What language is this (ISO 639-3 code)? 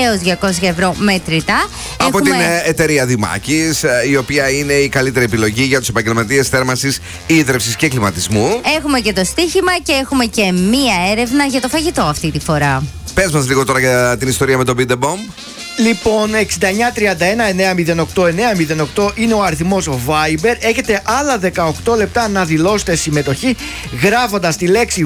ell